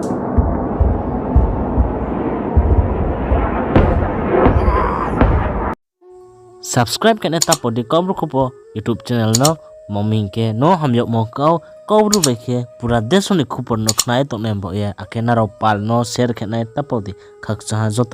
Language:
Riang (India)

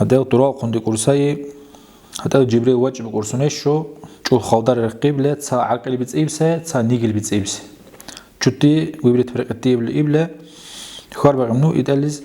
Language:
Dargwa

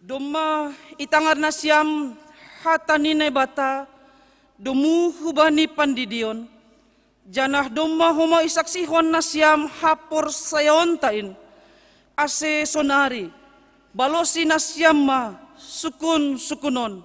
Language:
Batak Simalungun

